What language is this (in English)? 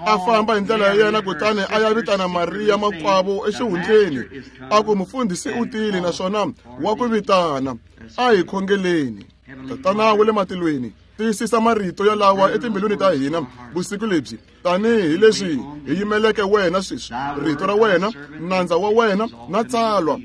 Tsonga